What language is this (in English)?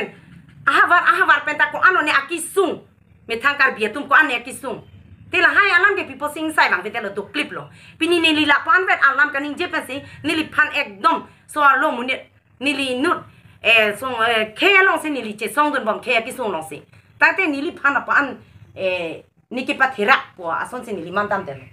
Karbi